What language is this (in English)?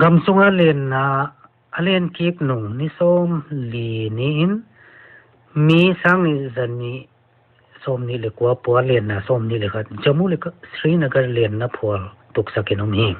Paite Chin